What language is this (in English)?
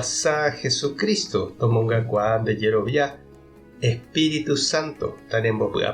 Guarani